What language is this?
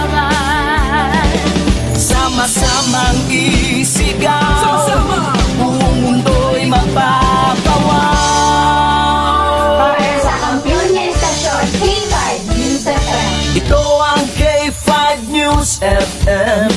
Hiligaynon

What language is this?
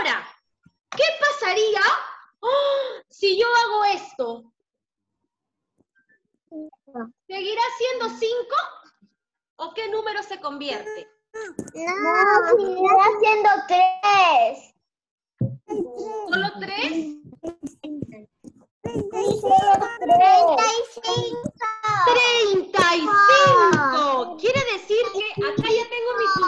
Spanish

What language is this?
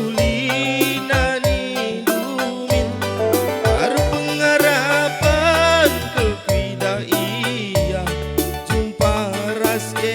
Batak Karo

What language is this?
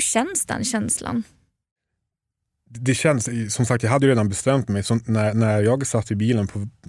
Swedish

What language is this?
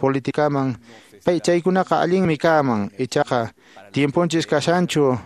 Quechua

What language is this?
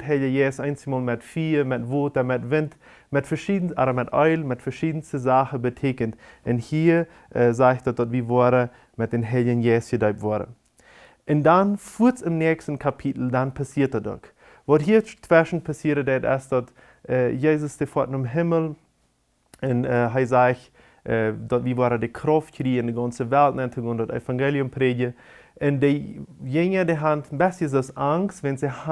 Plautdietsch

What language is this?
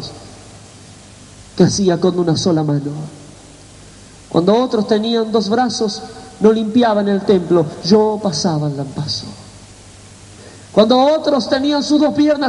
Spanish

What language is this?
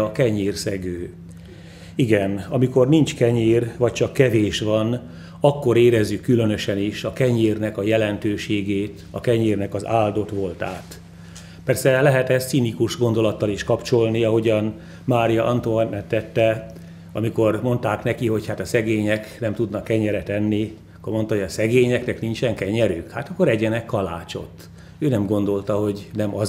Hungarian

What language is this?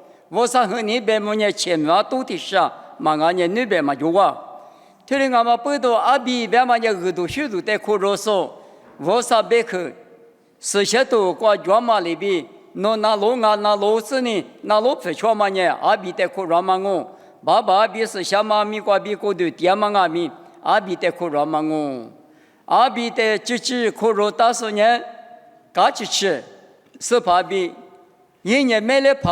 Lisu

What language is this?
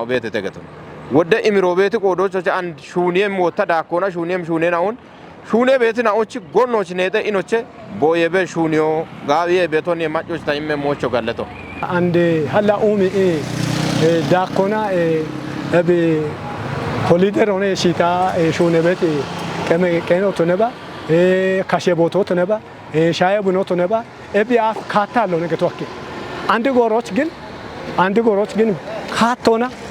Kafa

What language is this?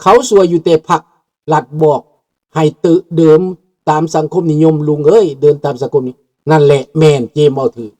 Lao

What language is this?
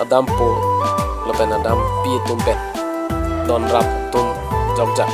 Karbi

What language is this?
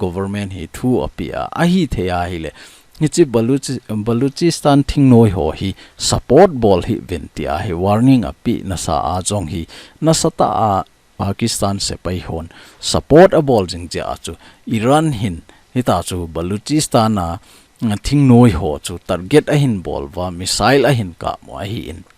Thado Chin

